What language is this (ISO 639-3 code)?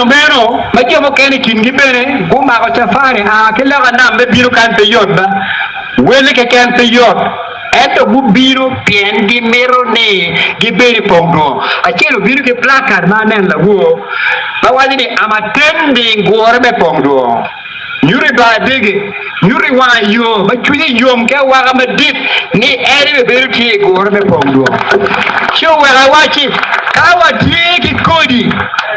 ach